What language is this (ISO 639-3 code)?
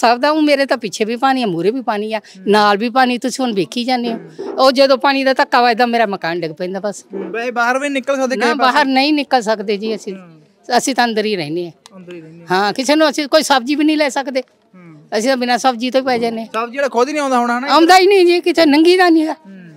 pan